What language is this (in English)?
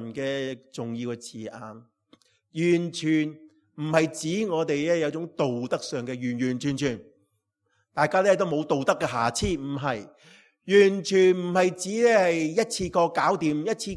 Cantonese